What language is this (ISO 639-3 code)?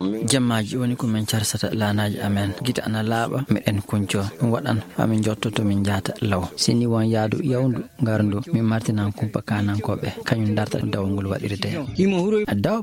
ful